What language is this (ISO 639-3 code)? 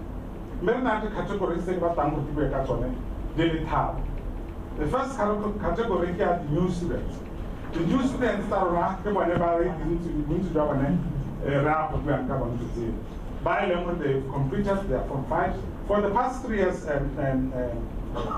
tsn